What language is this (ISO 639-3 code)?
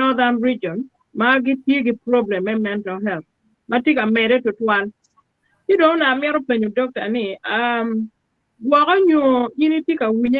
ach